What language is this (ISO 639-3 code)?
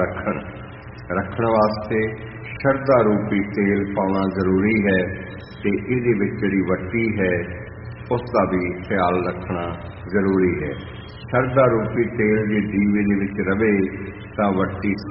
pan